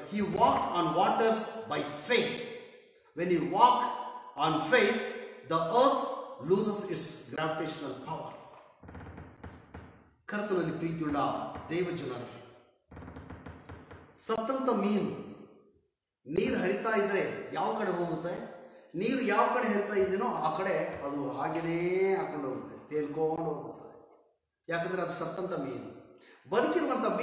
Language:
Kannada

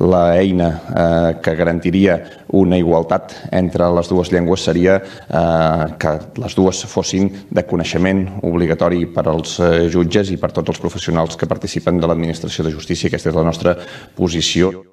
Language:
Catalan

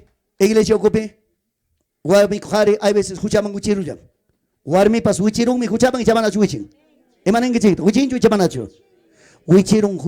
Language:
Ayacucho Quechua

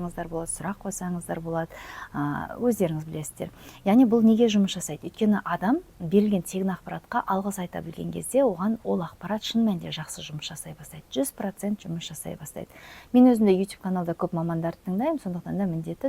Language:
Kazakh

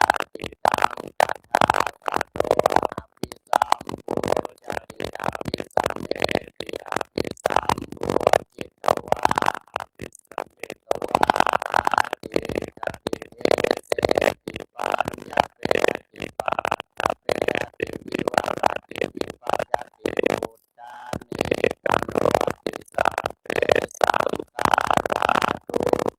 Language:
Pali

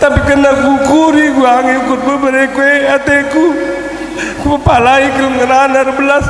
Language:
Batak Karo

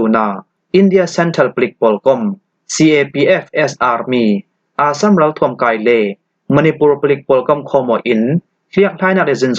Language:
Falam Chin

